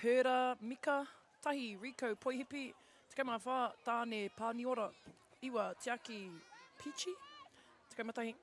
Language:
Māori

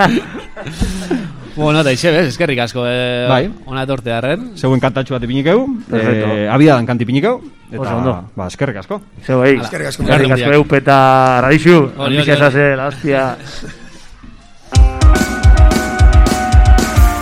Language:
Basque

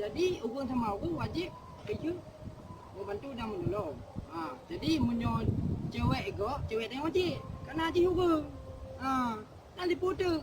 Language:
Achinese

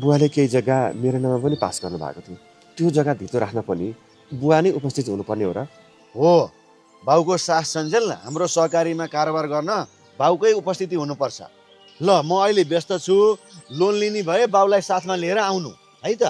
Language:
Nepali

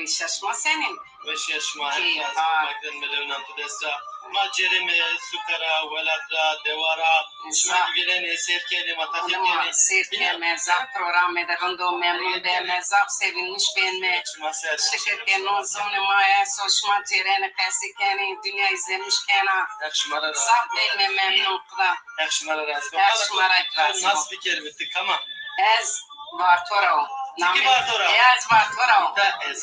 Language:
Zaza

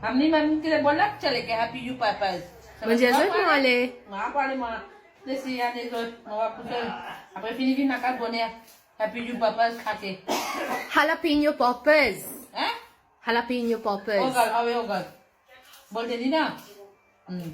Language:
Morisyen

